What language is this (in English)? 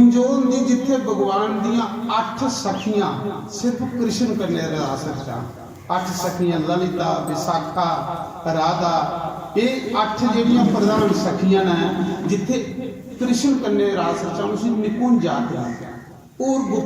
Dogri